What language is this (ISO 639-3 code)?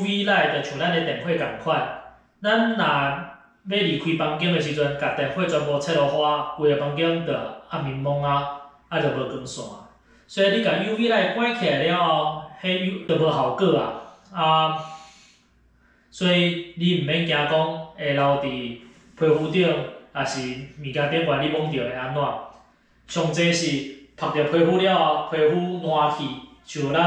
nan